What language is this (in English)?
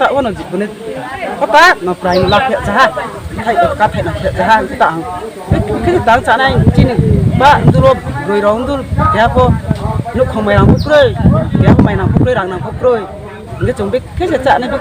Riang (India)